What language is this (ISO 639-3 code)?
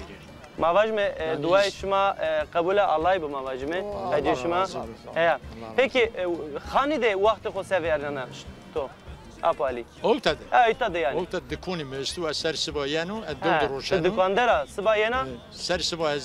zza